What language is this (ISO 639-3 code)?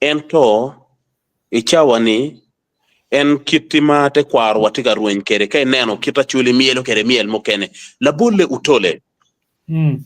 ach